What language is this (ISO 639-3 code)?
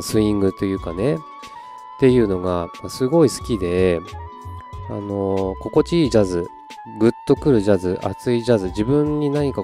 jpn